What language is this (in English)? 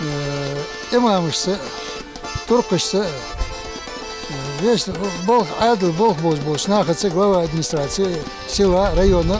Ingush